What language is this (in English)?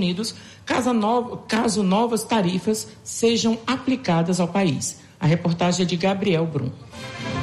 Portuguese